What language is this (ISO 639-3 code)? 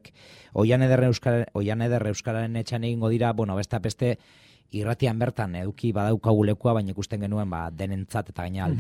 eus